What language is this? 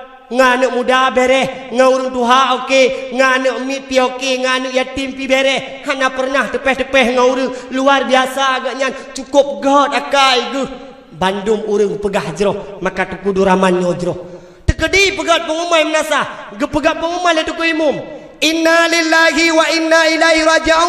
Achinese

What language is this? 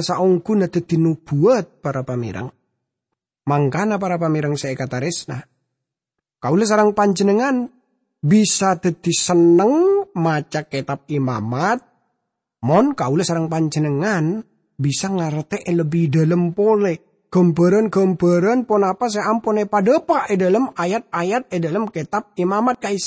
Madurese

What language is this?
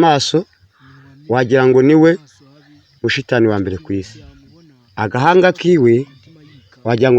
Kinyarwanda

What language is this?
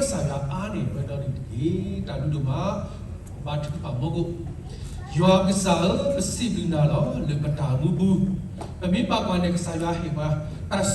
S'gaw Karen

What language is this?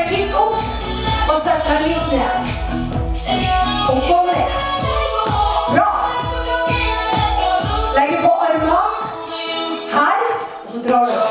Norwegian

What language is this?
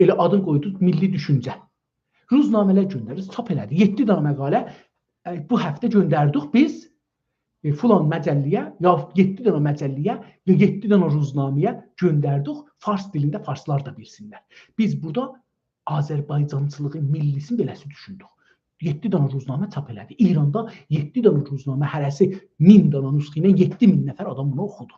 South Azerbaijani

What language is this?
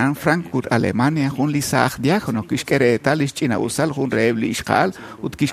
Kekchí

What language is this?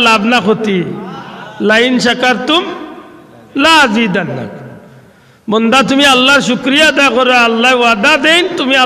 Sylheti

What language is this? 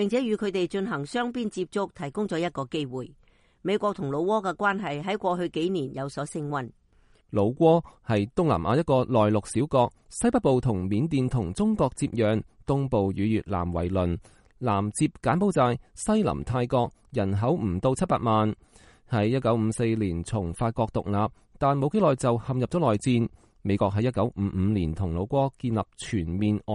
Cantonese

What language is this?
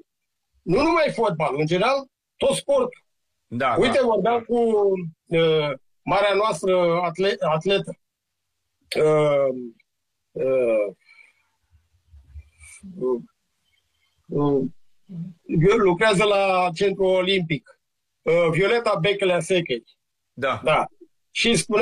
Romanian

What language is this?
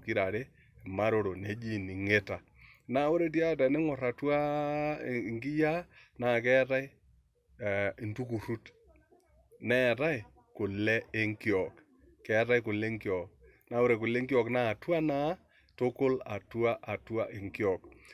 Masai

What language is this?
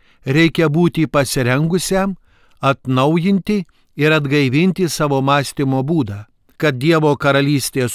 Lithuanian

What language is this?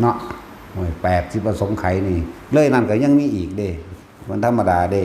Northeastern Thai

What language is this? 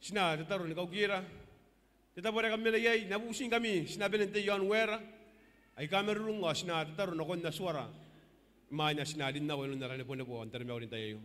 Gilbertese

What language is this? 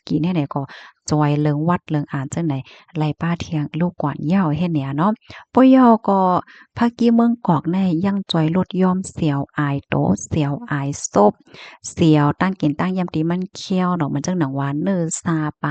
Shan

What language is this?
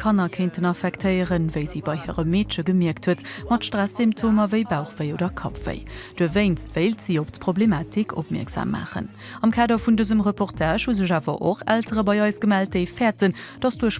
Luxembourgish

